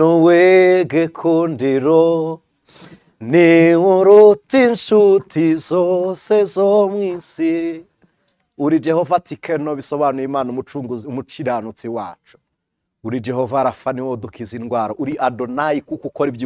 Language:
Kinyarwanda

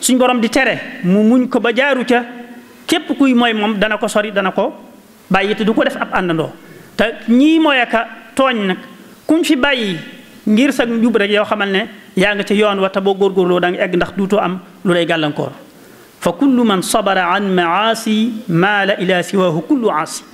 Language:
Wolof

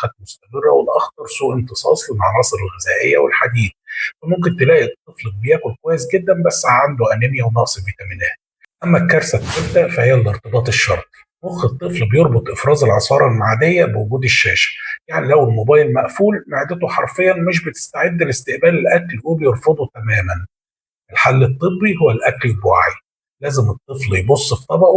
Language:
Egyptian Arabic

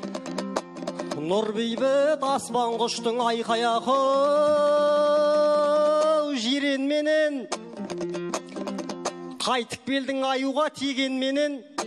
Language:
Kazakh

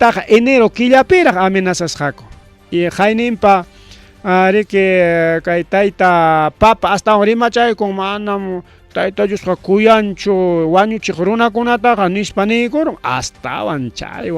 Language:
Ayacucho Quechua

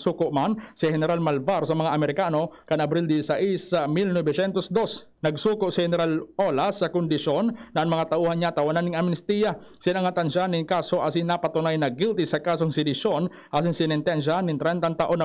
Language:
Bikol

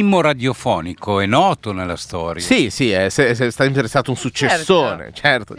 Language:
Italian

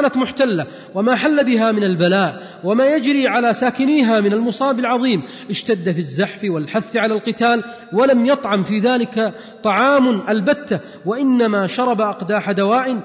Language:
Arabic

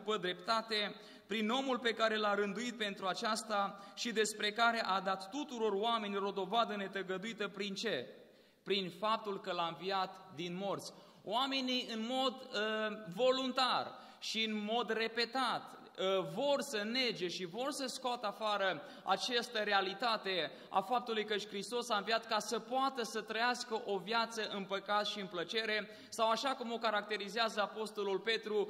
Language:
Romanian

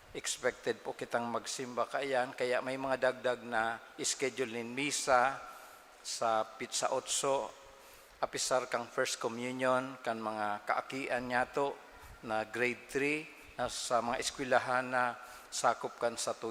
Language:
Bikol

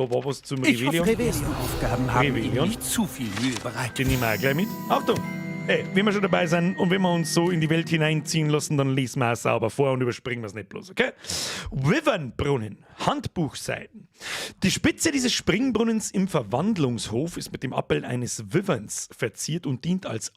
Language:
Bavarian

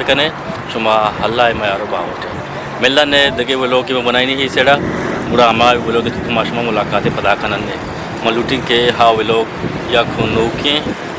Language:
Eastern Balochi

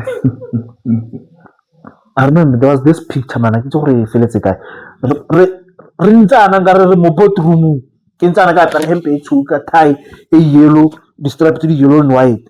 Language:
Tswana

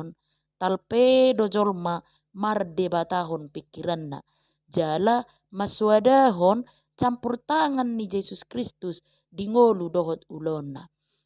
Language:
Batak Toba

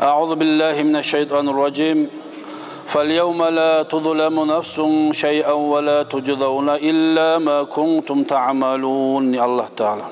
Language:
Kumyk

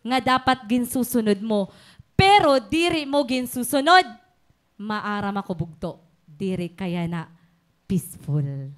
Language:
Waray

